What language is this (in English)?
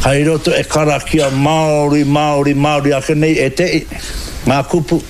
Māori